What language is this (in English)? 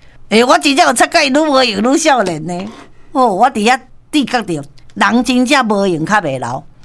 Min Nan Chinese